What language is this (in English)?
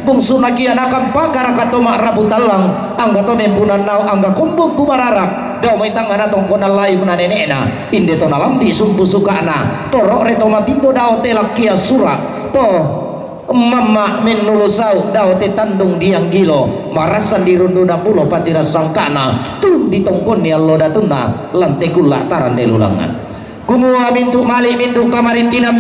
Toraja-Sa'dan